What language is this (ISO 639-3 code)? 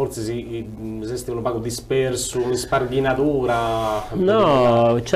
srd